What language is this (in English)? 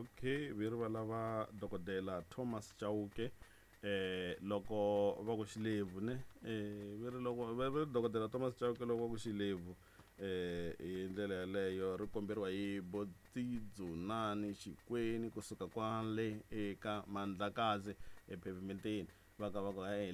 Tsonga